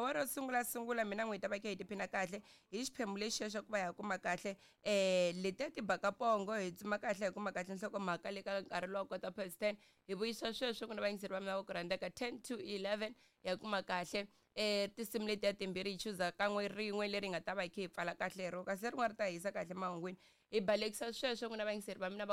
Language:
Tsonga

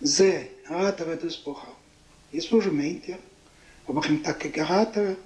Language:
Yiddish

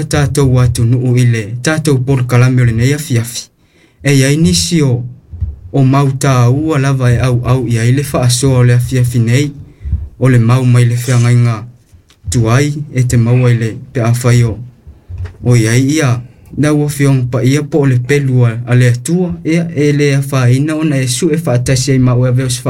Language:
Samoan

